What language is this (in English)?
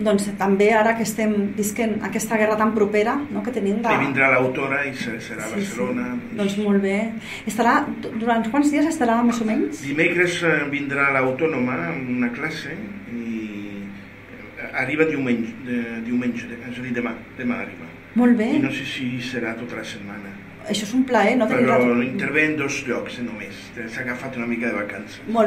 Catalan